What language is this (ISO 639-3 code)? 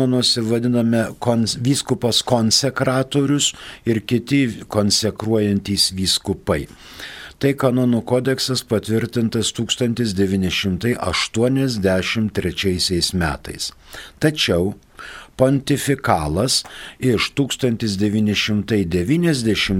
lit